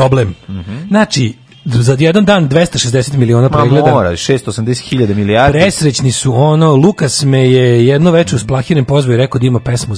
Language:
Serbian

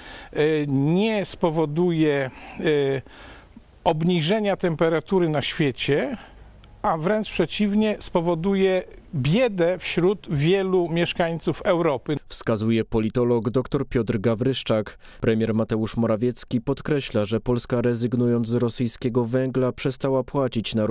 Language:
Polish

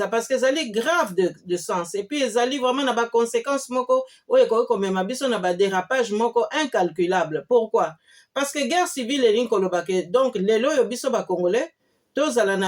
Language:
Lingala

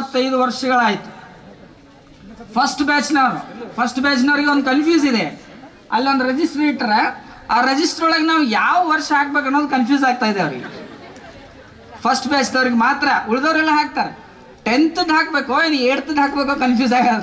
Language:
Kannada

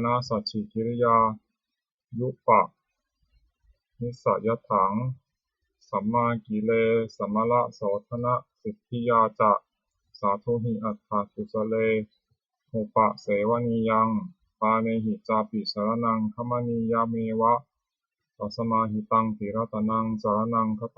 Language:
Pali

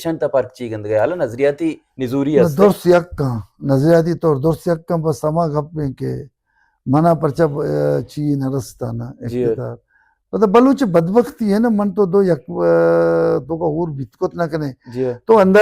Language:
Baluchi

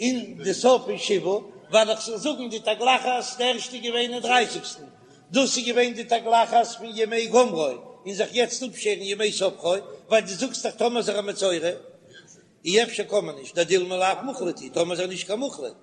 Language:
Yiddish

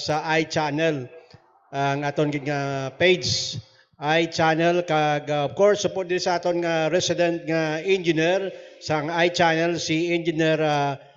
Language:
Hiligaynon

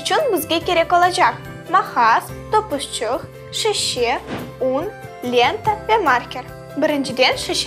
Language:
Crimean Tatar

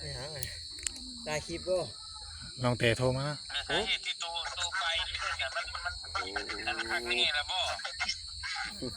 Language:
Northeastern Thai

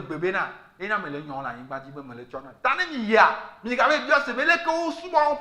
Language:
Ewe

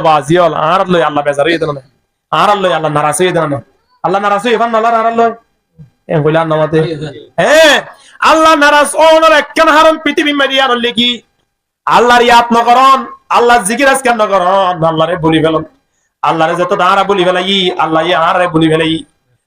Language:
Rohingya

